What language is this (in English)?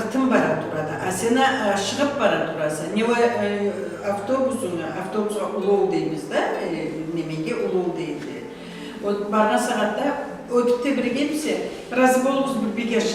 Karachay-Balkar